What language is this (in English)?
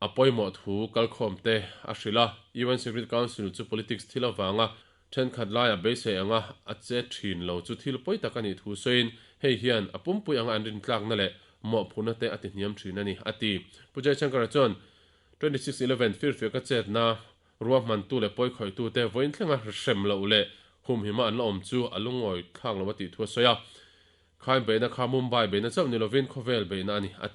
Mizo